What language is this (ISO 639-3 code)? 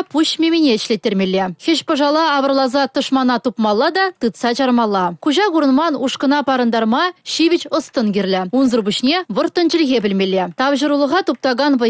chv